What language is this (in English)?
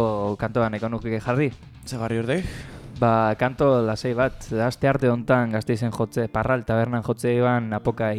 Basque